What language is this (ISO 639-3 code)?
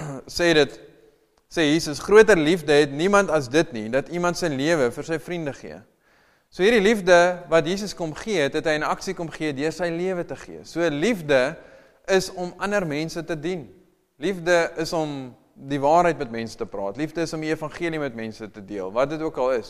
afr